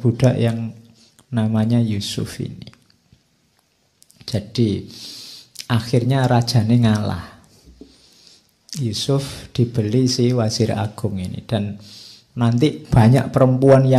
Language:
Indonesian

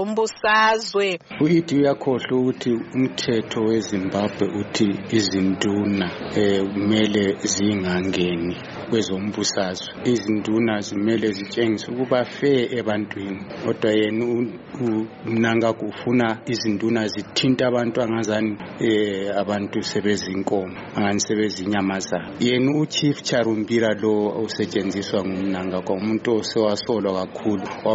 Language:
North Ndebele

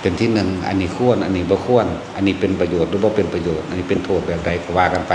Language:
Northeastern Thai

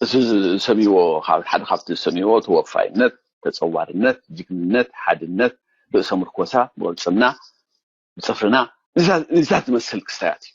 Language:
Tigrinya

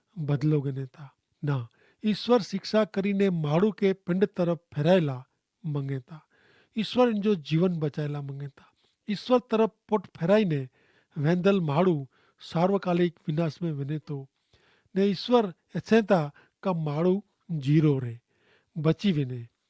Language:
Kachhi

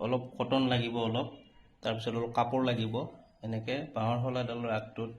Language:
Assamese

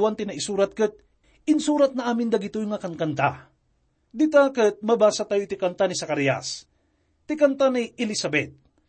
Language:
Iloko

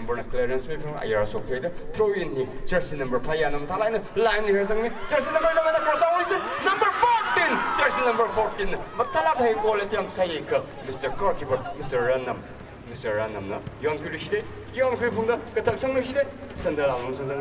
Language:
Tangkhul Naga (India)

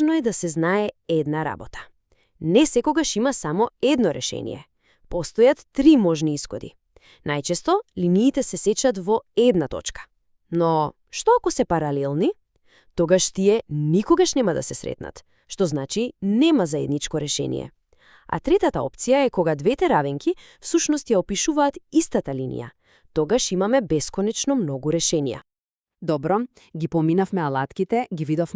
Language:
Macedonian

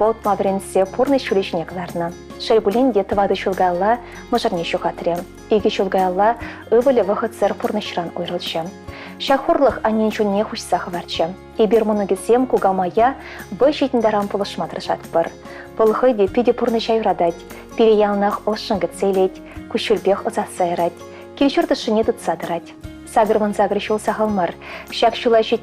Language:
Chuvash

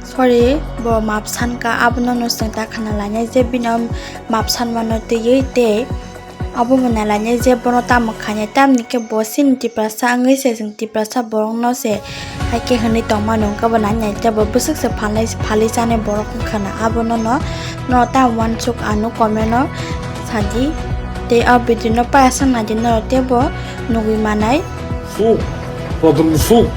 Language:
Kok Borok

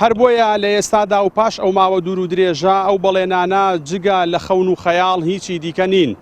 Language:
Central Kurdish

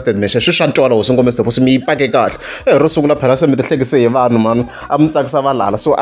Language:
Tsonga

